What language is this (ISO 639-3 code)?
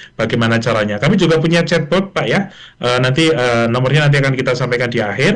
ind